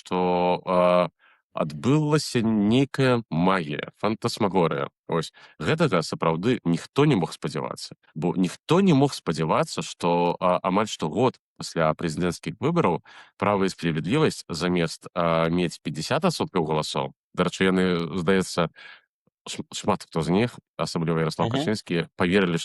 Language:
Belarusian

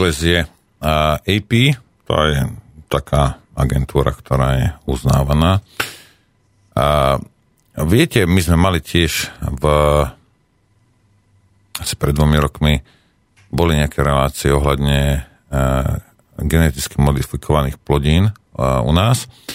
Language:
Slovak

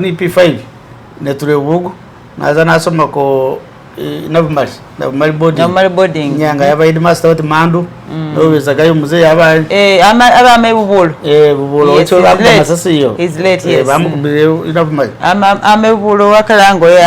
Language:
Masaaba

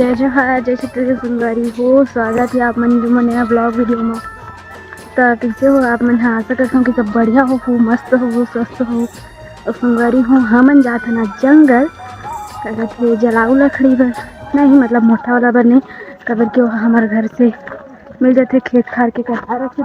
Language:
Chhattisgarhi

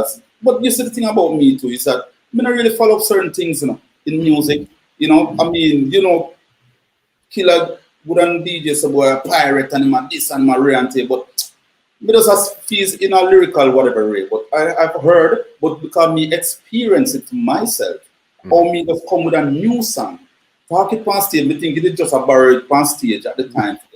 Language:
Jamaican Creole English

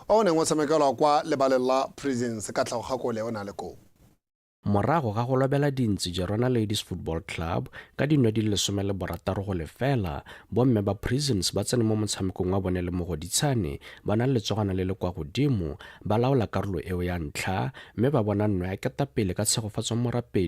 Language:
Tswana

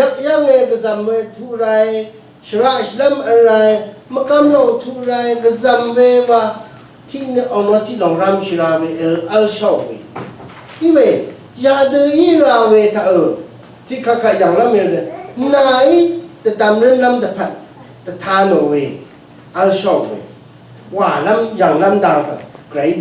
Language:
Rawang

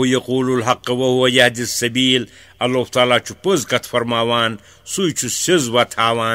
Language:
Kashmiri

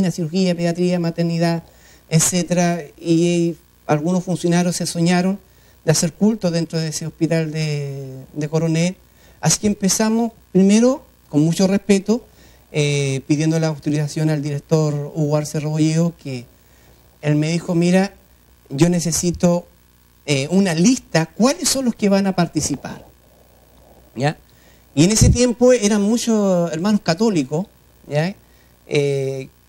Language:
Spanish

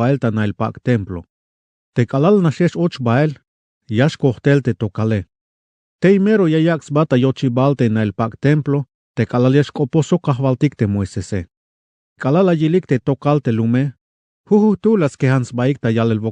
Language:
Tzeltal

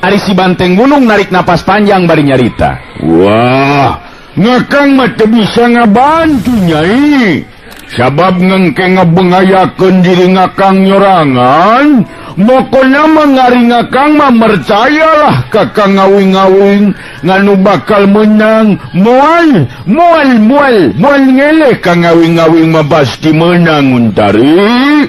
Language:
Sundanese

